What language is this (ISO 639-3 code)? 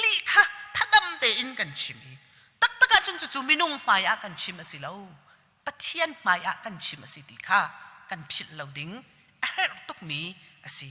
cnh